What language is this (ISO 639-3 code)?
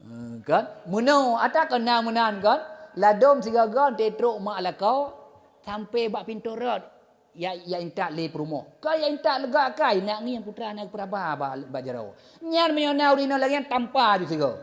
ace